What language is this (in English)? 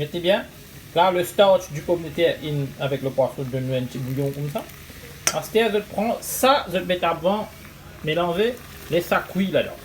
Morisyen